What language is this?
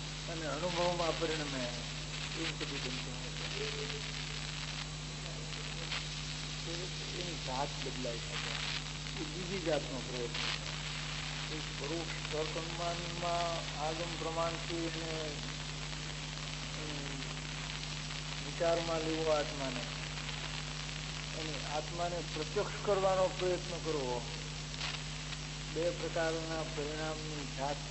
Gujarati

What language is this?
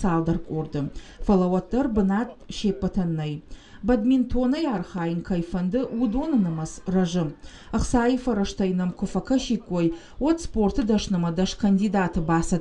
Ossetic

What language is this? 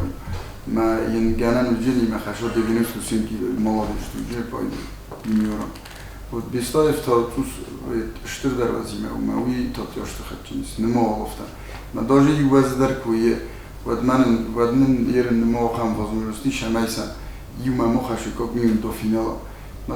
Ossetic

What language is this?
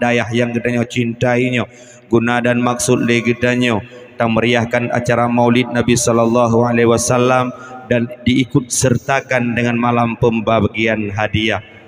Achinese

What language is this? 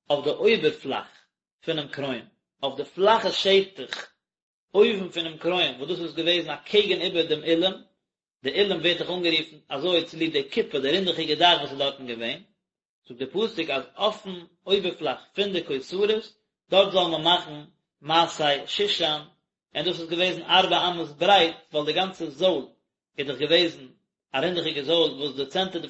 Yiddish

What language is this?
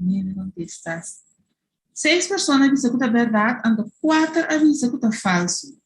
Papiamento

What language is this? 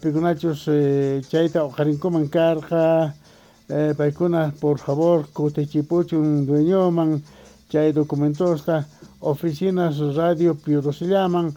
Quechua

